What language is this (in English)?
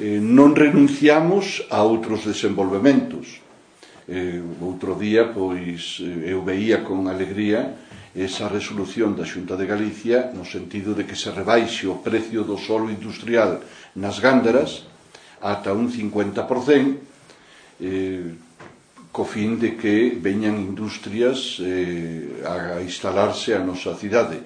Galician